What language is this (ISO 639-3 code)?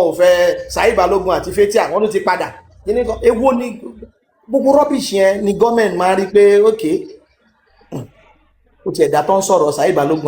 yor